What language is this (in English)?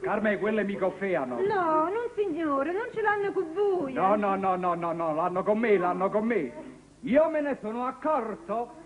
Neapolitan